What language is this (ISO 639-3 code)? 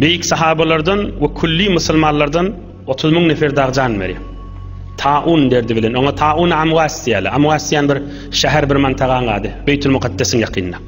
tuk